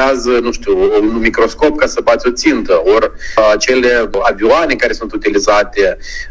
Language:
Romanian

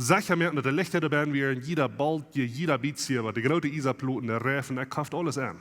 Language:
Plautdietsch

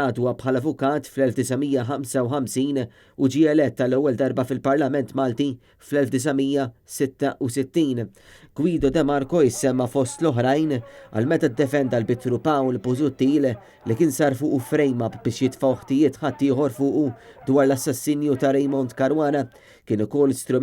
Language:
Maltese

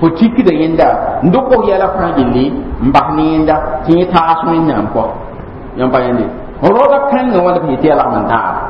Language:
Mossi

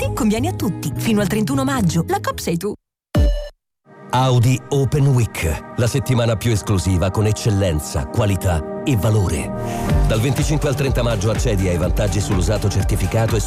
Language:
Italian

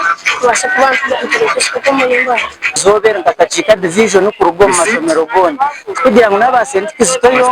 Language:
Nyankole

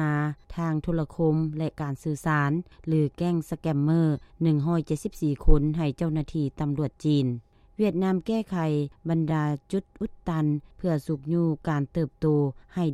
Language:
Lao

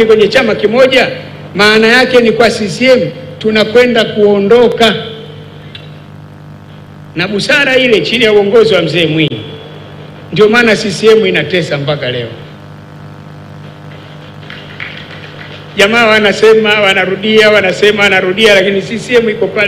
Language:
Swahili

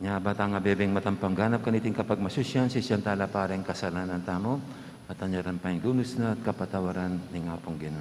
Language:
Pampanga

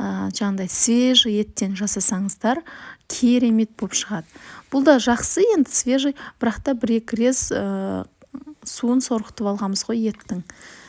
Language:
Kazakh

